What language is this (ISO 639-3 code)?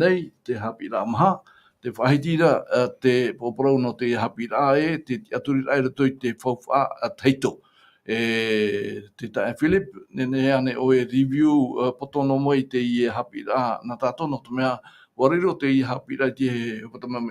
tah